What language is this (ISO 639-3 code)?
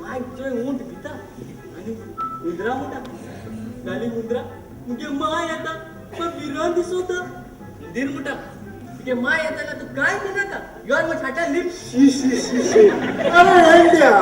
kok